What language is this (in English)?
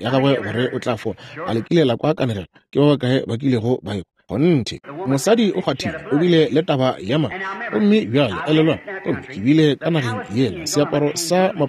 Northern Sotho